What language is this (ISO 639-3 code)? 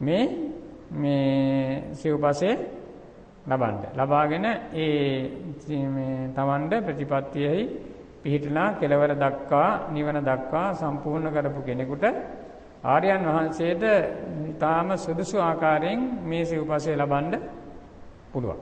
sin